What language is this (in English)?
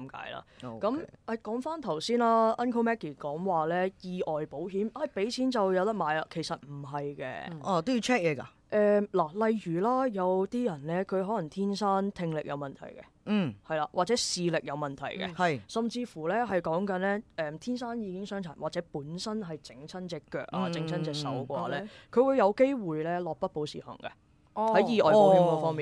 Cantonese